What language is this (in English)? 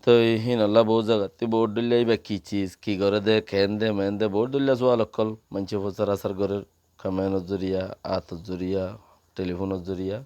Rohingya